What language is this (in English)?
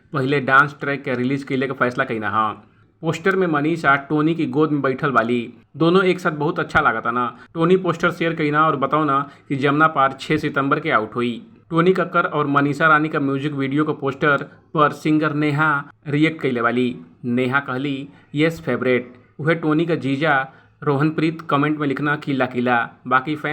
Bhojpuri